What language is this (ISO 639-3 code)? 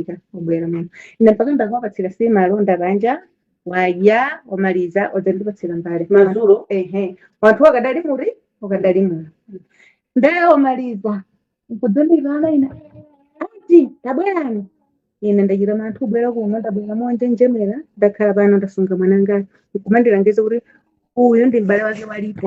nya